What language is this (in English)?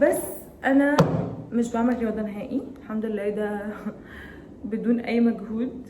Egyptian Arabic